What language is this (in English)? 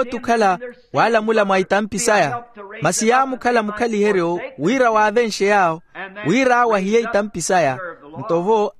Makhuwa